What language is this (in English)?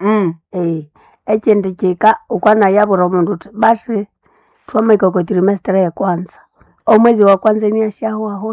Nande